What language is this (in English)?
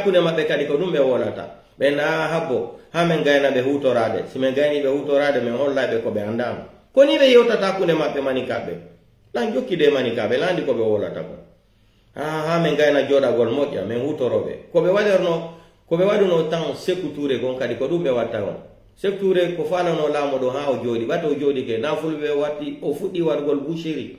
Pular